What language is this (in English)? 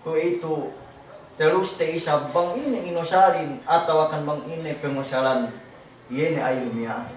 Yakan